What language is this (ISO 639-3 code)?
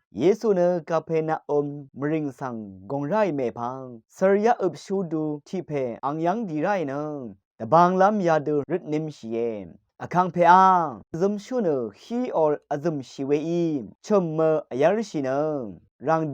raw